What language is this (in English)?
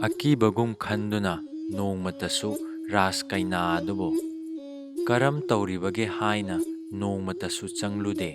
Manipuri